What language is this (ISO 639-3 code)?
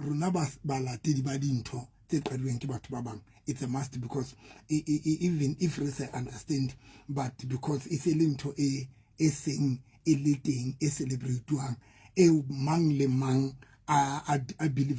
sot